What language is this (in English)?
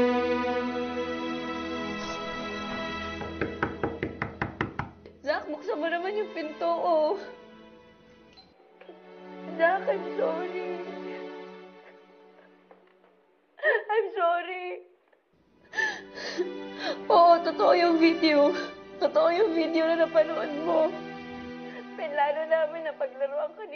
Filipino